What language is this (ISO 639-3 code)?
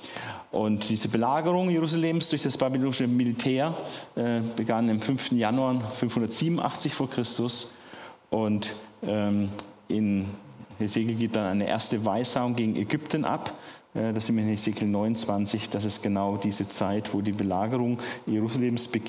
deu